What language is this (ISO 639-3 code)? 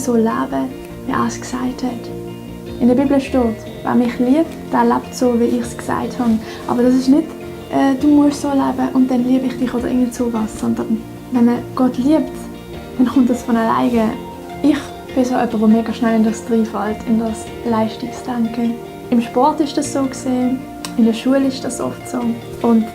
gsw